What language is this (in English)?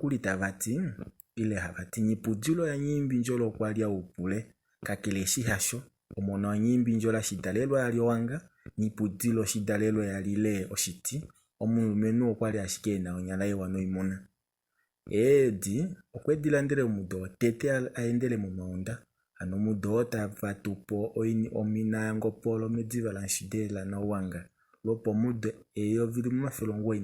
Kuanyama